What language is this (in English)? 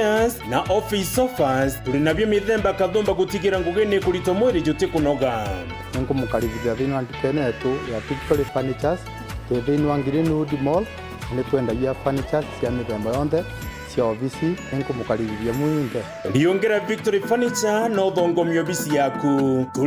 Meru